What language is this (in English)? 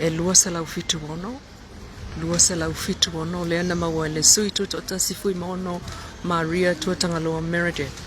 Samoan